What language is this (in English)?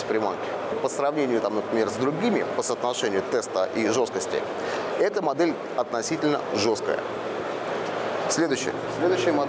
Russian